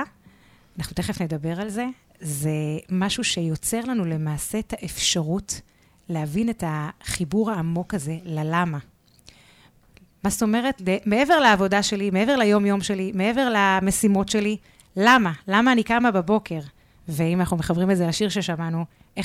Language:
Hebrew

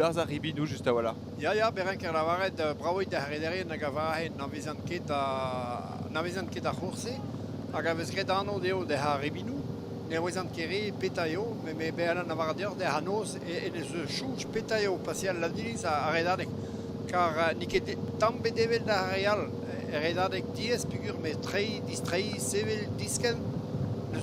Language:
Breton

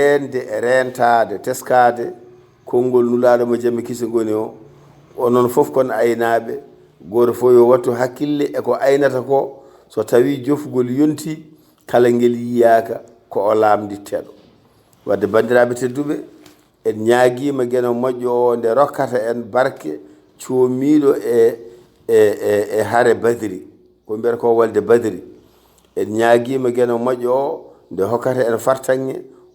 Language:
Fula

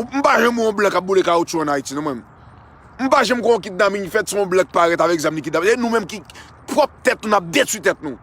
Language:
Haitian Creole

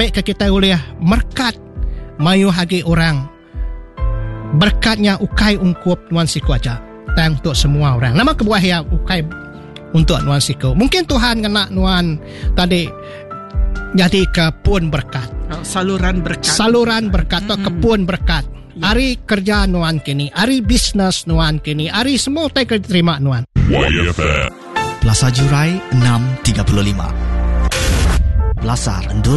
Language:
Iban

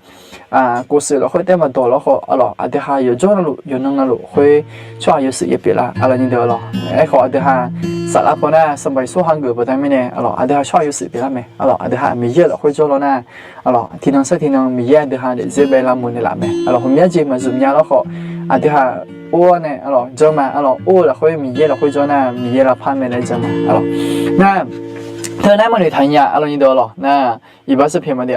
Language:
Akha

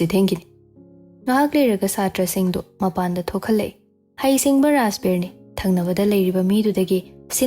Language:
Manipuri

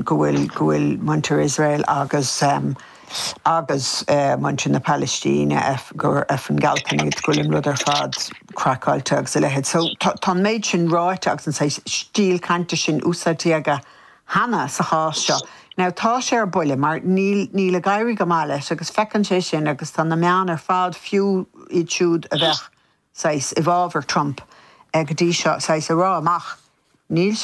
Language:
Irish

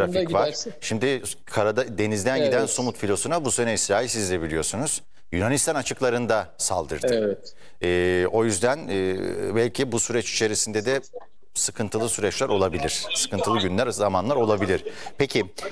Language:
Turkish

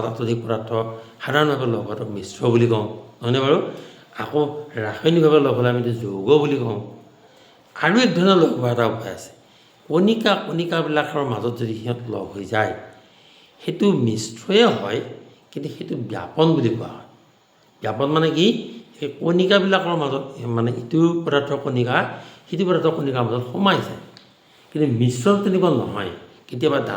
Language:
Assamese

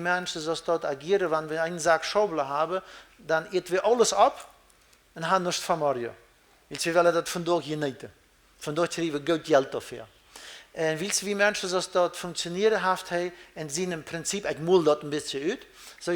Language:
Plautdietsch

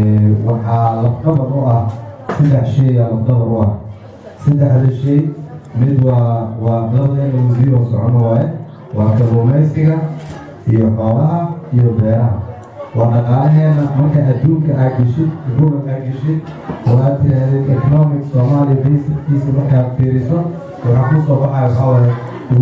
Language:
Somali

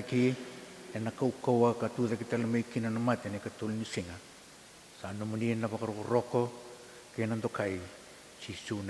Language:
Fijian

